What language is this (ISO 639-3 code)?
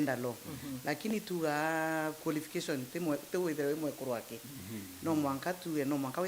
mer